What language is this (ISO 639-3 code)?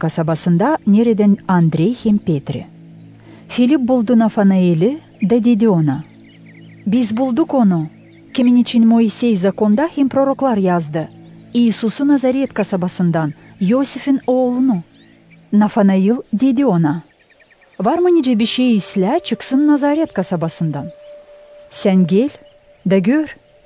gag